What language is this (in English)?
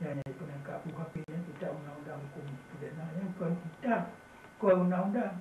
Achinese